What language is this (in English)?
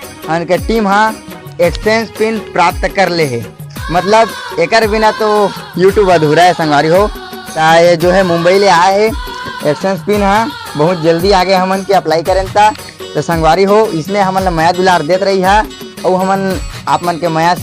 Chhattisgarhi